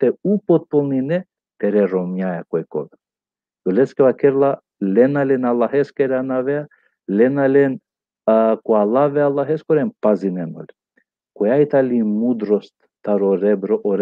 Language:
Balkan Romani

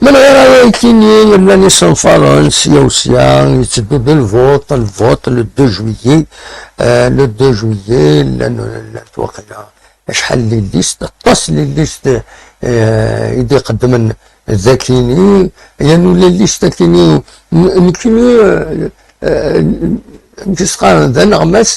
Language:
Kabyle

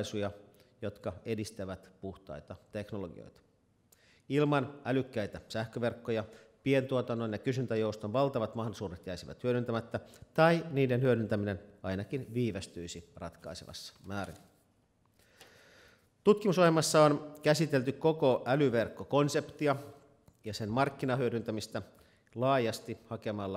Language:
Finnish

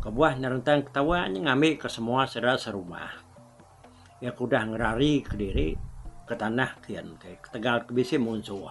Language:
Iban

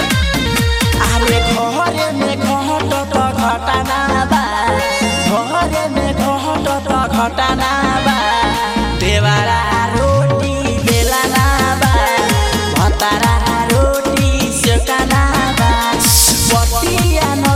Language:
Bhojpuri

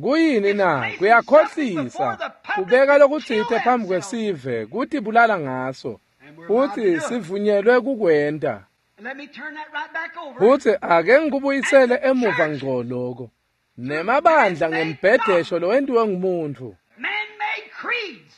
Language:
Swati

